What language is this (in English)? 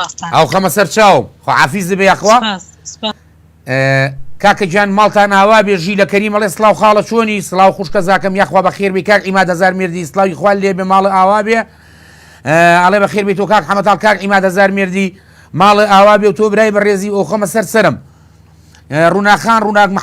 Central Kurdish